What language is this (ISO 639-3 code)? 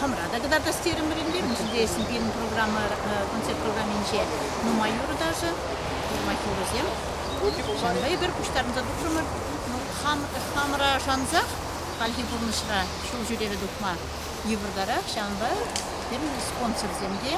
chv